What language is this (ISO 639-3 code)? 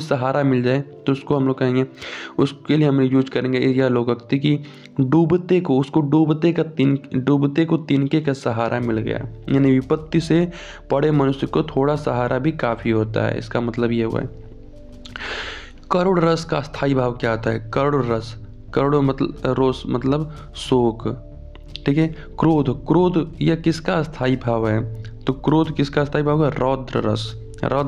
hin